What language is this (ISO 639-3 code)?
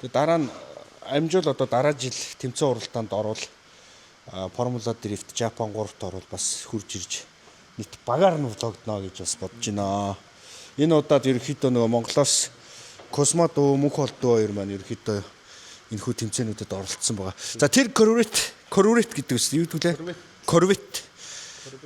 mon